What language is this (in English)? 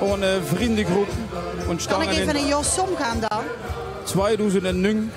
Limburgish